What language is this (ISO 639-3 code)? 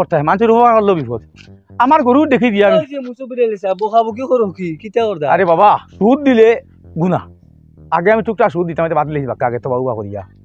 syl